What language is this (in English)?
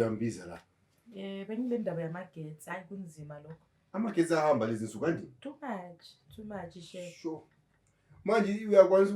Zulu